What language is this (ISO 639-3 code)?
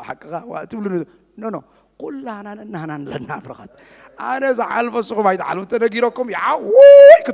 tir